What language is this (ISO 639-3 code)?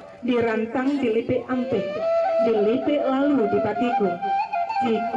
min